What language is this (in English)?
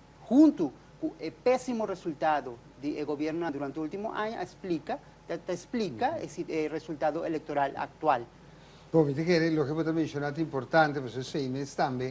Papiamento